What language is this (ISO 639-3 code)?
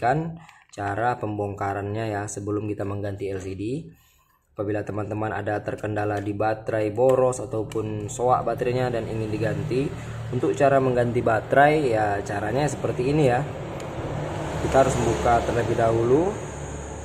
ind